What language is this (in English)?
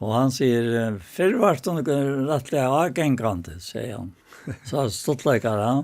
Faroese